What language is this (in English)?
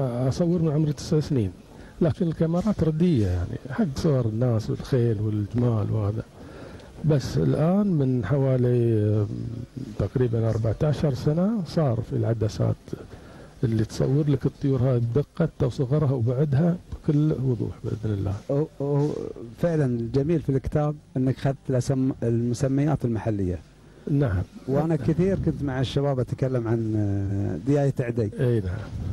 Gulf Arabic